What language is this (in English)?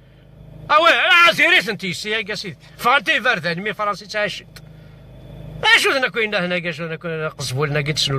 Kabyle